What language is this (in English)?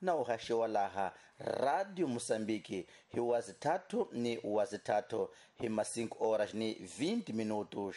Tsonga